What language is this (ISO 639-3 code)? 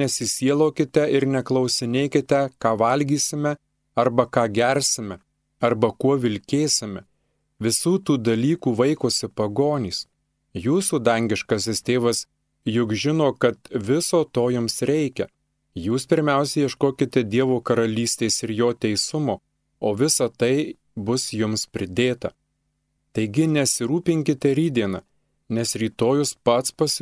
lit